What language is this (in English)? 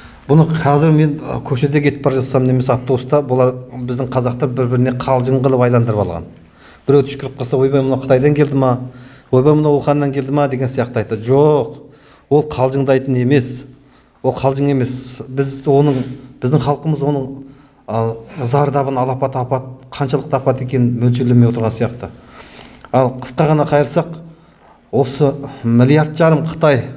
Kazakh